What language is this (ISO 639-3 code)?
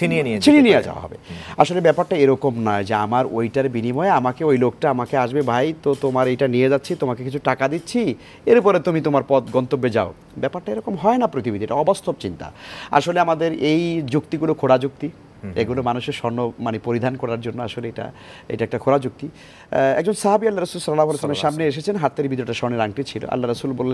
ben